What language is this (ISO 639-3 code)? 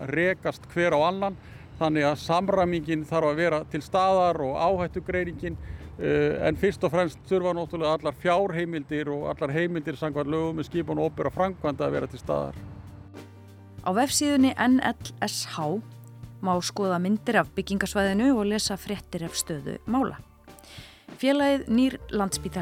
isl